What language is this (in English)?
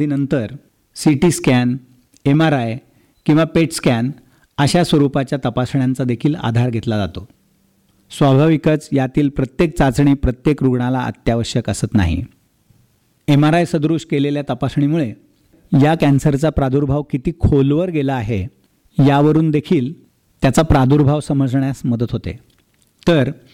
Marathi